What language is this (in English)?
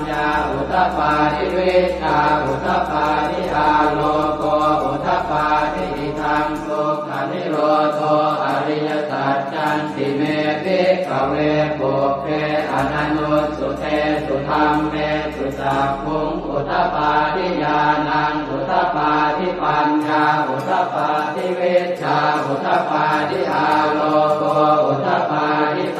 Pali